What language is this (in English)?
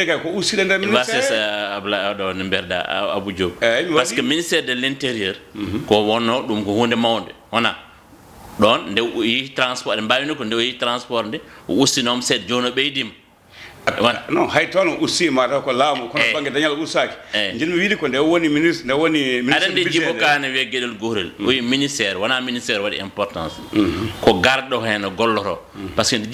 Fula